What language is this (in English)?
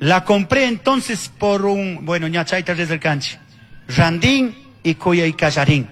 Chimborazo Highland Quichua